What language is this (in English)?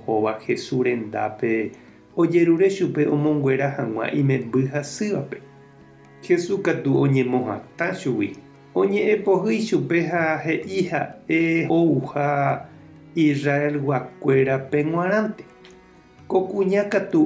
Guarani